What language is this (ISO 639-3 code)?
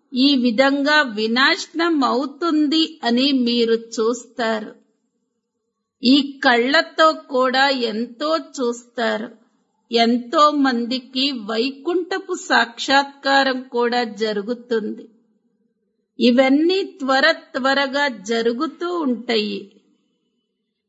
tel